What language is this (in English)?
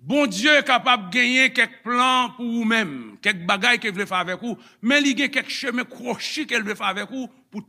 Haitian Creole